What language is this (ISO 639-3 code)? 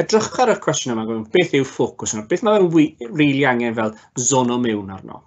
cym